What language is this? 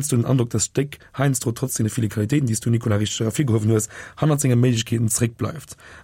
Luxembourgish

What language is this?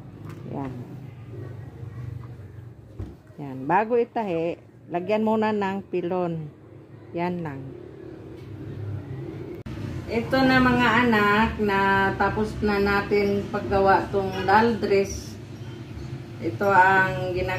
Filipino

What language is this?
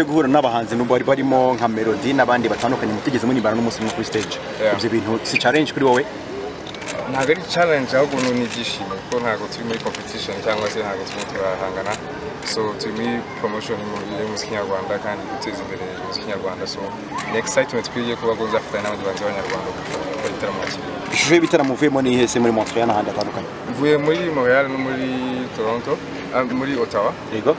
Kinyarwanda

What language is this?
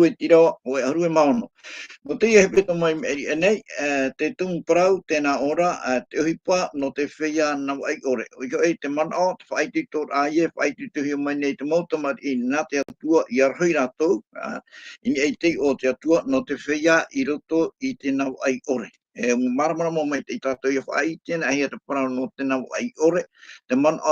Tahitian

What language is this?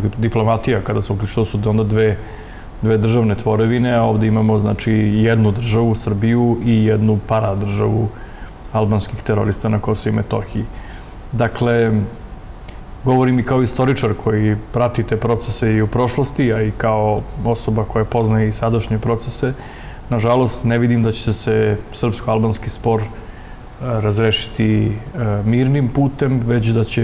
Serbian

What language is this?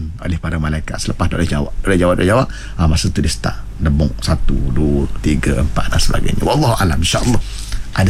Malay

